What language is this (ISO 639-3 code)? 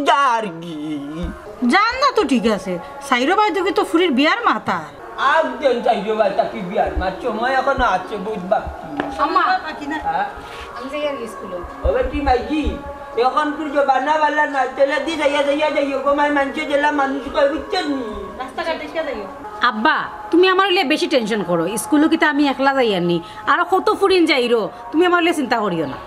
syl